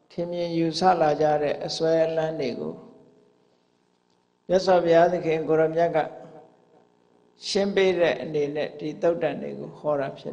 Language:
Burmese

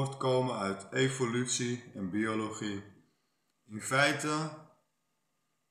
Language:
Dutch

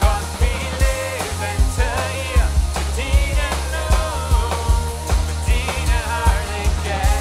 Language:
Plautdietsch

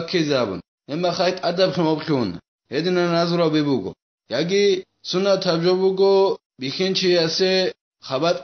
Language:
Avaric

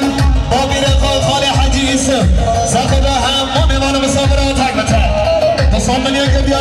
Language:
Kurdish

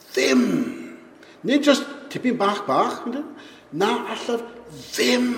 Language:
Welsh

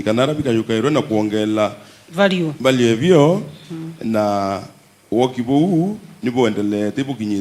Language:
Meru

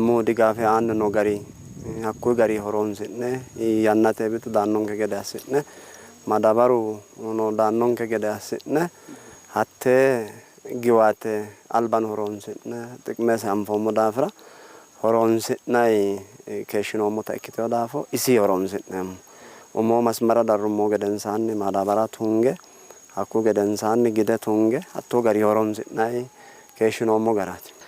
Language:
Sidamo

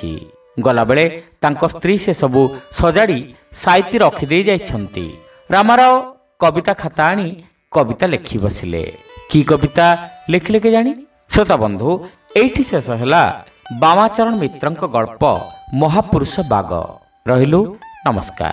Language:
Odia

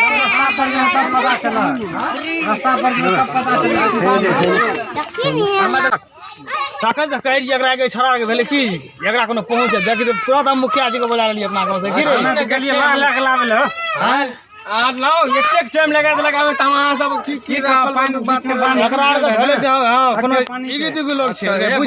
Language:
Maithili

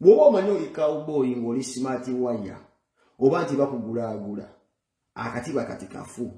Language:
Ganda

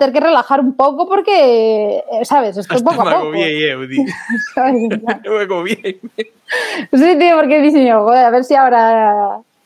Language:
Galician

